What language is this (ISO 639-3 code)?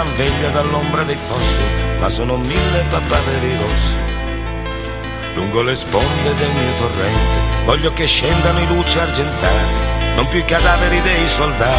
ita